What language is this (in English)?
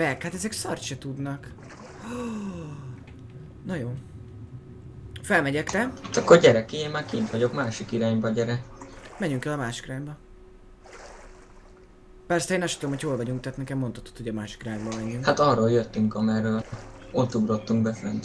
Hungarian